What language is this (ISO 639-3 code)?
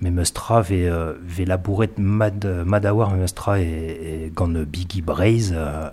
bre